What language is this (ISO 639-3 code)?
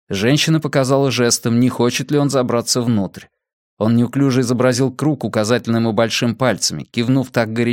rus